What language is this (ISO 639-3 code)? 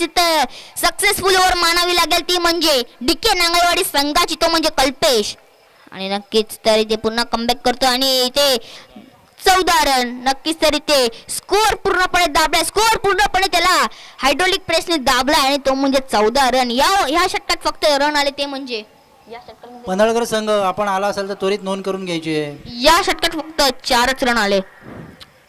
mar